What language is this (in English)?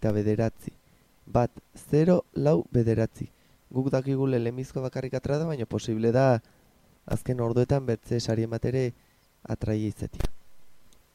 Basque